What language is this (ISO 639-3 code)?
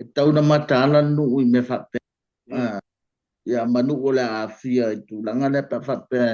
smo